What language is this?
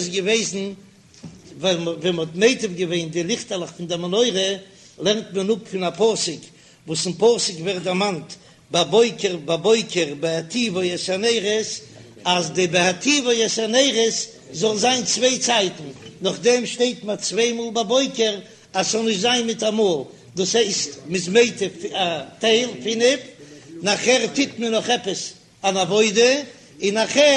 Yiddish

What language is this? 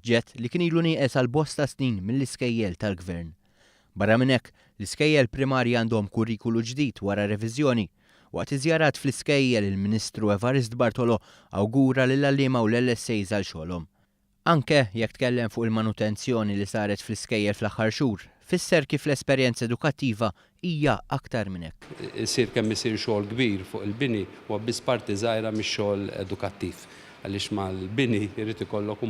Maltese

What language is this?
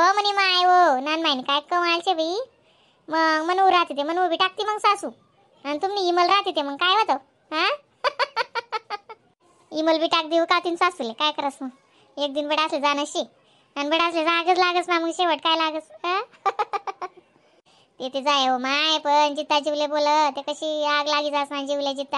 Khandesi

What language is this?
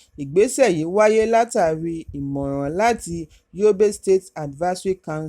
Yoruba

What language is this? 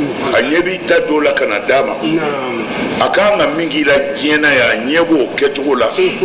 Bambara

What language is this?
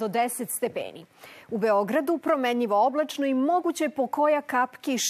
Serbian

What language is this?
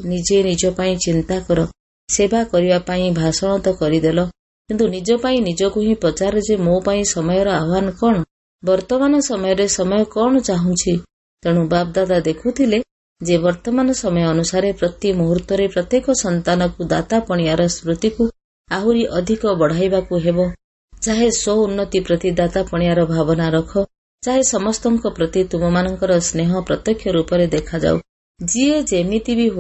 Odia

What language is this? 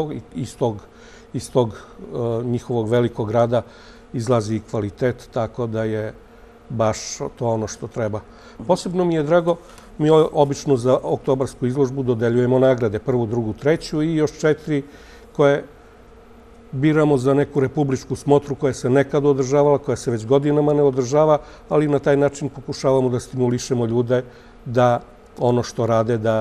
Serbian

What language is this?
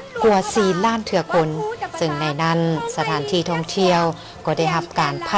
Lao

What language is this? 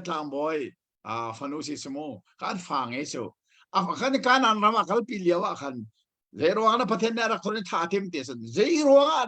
Hakha Chin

